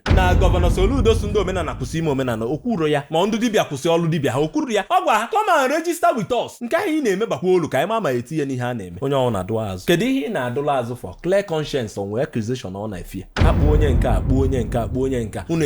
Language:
Igbo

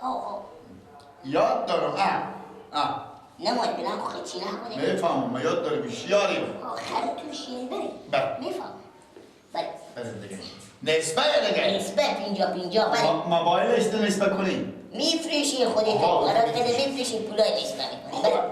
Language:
Persian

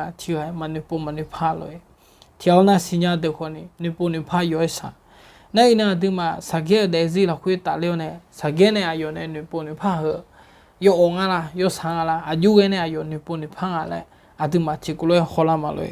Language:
Akha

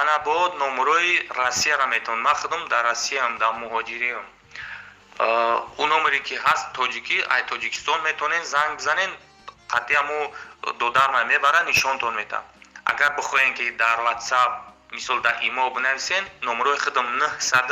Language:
Tajik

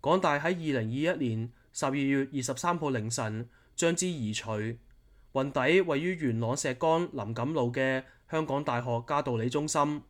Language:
Cantonese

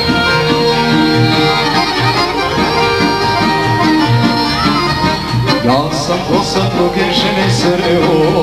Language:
Serbian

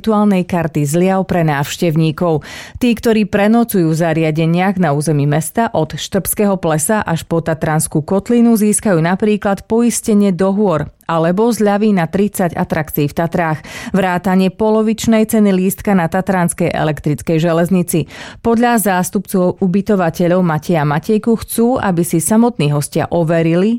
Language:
Slovak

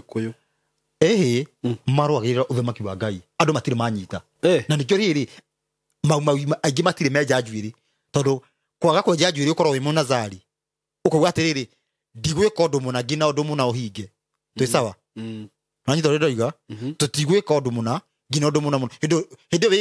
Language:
Kikuyu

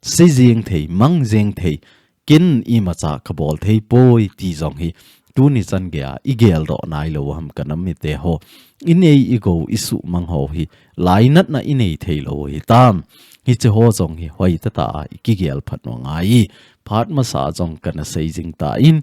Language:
Thado Chin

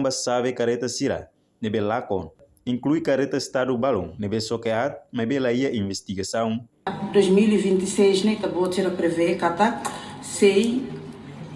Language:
Tetum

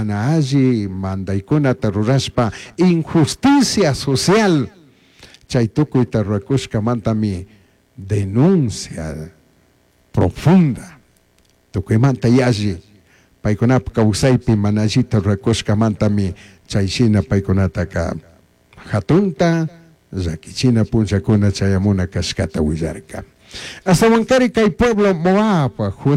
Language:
Chimborazo Highland Quichua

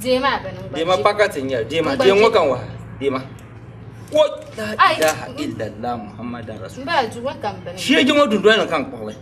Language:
Dagbani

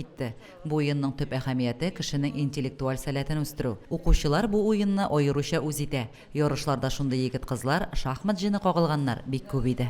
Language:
Tatar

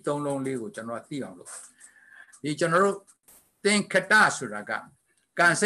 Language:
Burmese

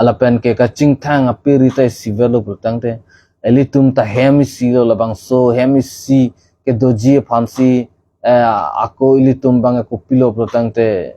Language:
Karbi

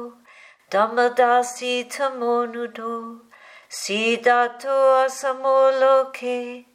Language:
Pali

